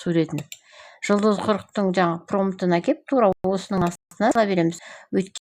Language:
Kazakh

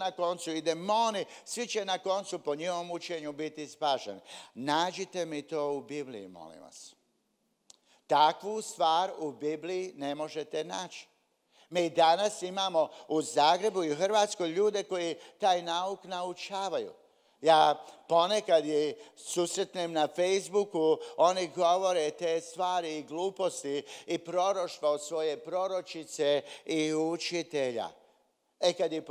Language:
Croatian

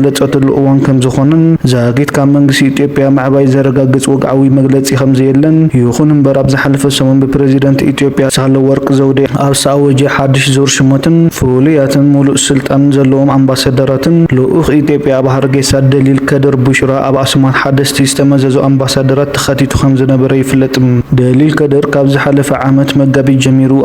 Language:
Tigrinya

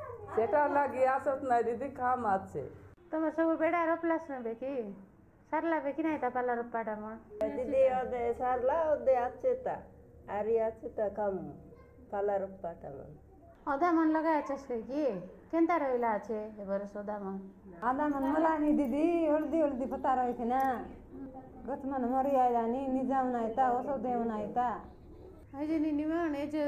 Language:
Odia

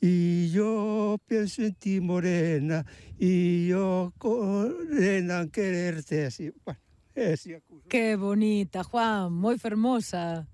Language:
Galician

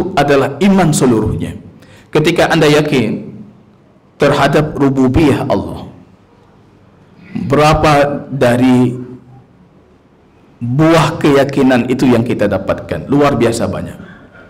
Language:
Indonesian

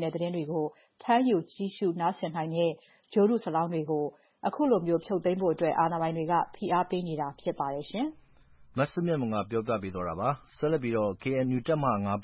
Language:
Burmese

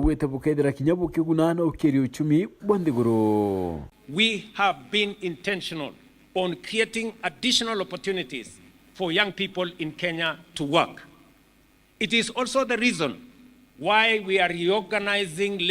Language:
Meru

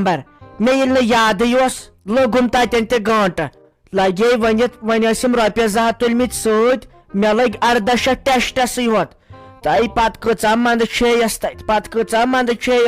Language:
Kashmiri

